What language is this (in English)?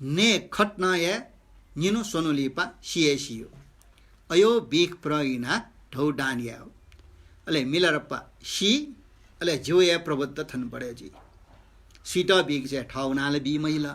Newari